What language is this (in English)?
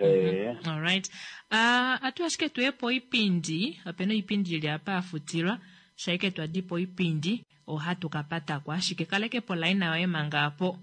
Kuanyama